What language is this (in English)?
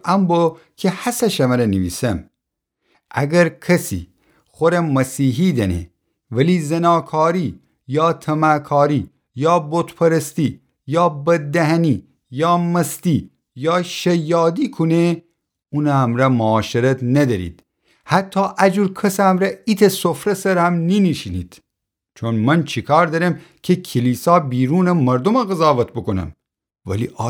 Gilaki